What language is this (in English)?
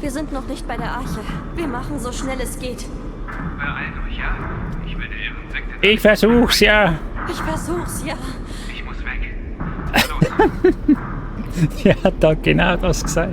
Swiss German